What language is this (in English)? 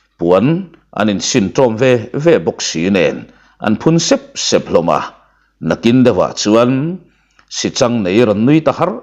Mizo